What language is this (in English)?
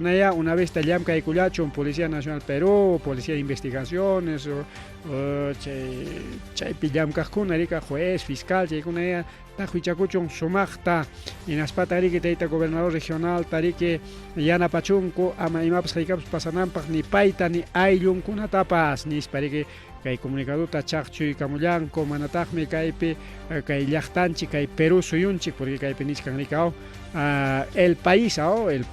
Ayacucho Quechua